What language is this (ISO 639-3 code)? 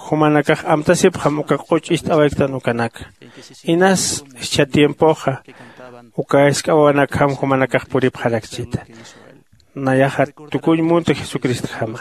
aym